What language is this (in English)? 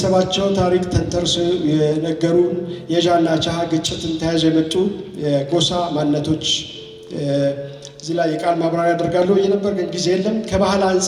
Amharic